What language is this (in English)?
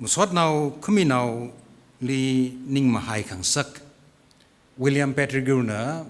Tangkhul Naga (India)